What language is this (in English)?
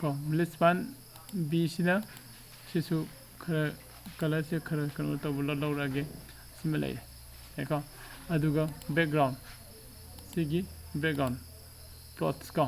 Manipuri